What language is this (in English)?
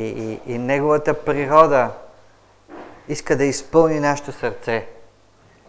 Bulgarian